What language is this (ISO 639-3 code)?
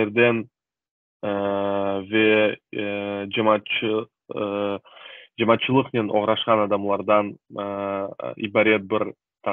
crh